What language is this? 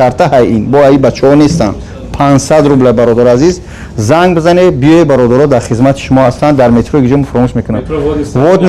Tajik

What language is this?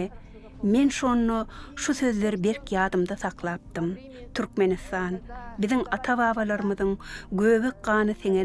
Turkmen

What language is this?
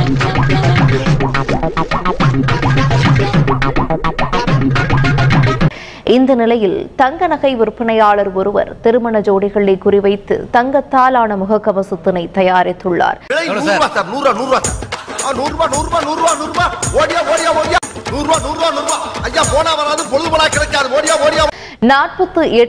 Tamil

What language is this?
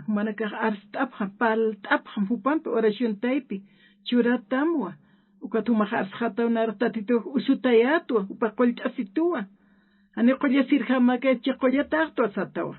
Aymara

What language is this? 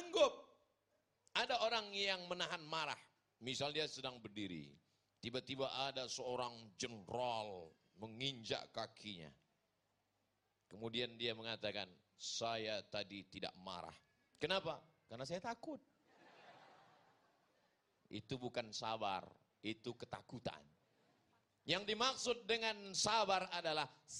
Indonesian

